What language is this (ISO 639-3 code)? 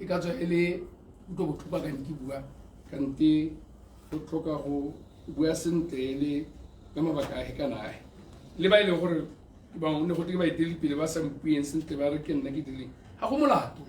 tsn